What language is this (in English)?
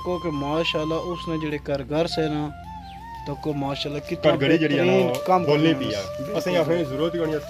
Pahari-Potwari